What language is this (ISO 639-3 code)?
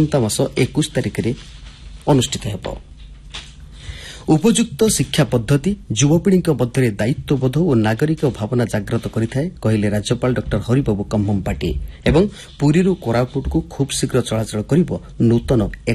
ori